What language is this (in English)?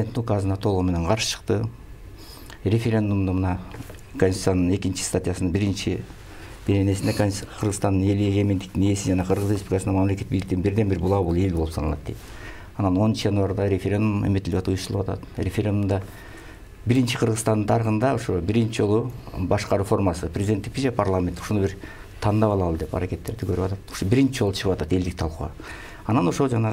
Kyrgyz